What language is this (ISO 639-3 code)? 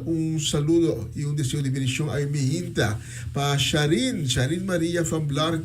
pap